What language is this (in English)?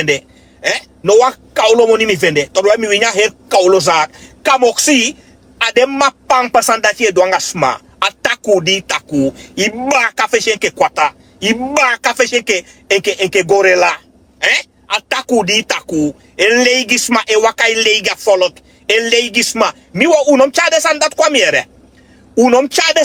Sranan Tongo